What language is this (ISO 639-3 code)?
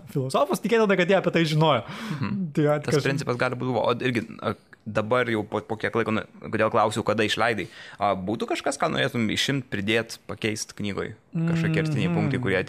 lit